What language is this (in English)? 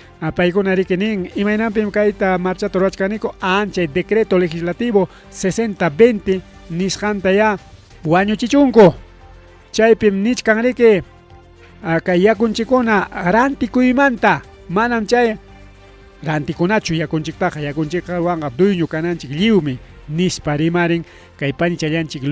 Ayacucho Quechua